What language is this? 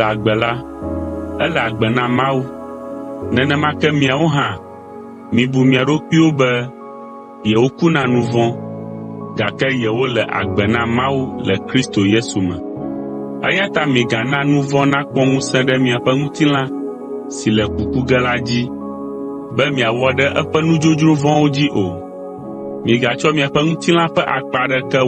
Ewe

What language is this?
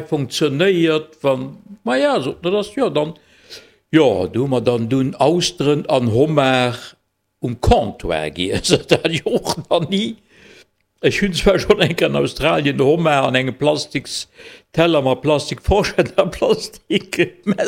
Luxembourgish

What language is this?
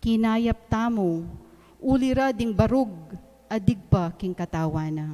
Pampanga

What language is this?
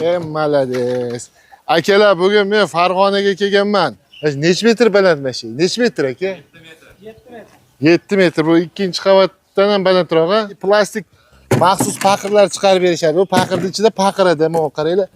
Uzbek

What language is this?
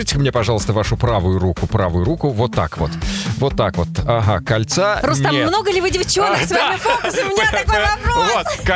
Russian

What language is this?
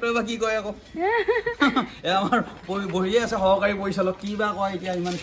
Assamese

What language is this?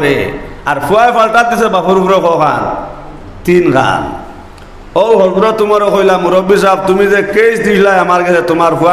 Sylheti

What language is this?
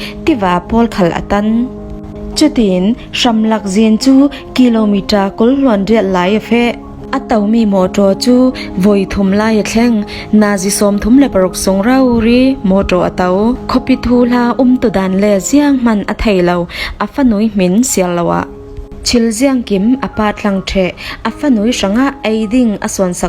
Falam Chin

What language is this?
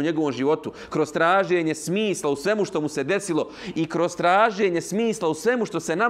Bosnian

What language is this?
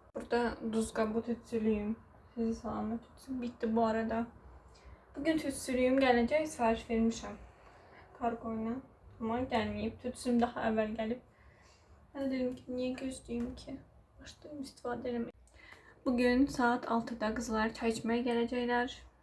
Azerbaijani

